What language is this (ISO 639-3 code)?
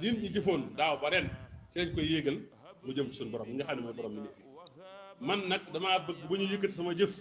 wol